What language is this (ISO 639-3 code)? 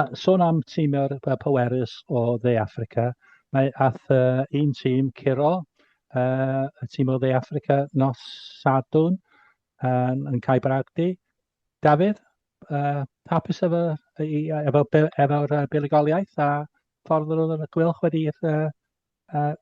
cym